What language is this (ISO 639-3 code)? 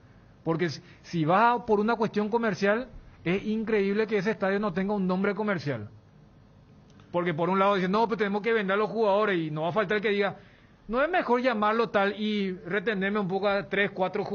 spa